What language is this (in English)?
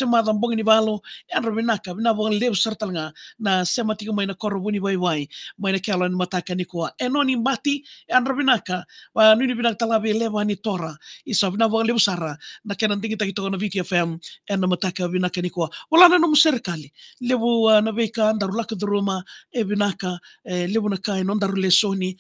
Fijian